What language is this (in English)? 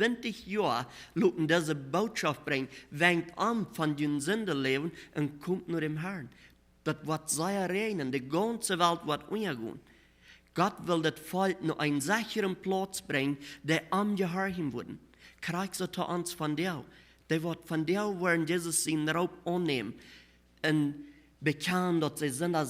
Plautdietsch